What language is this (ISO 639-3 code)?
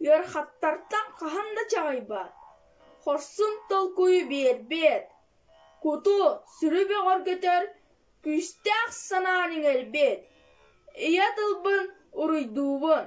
sah